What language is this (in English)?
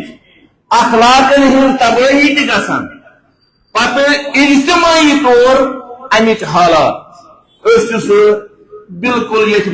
Kashmiri